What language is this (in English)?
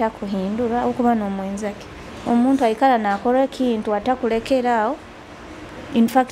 Nyoro